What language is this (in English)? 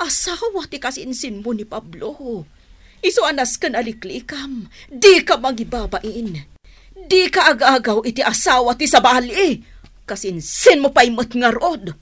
Iloko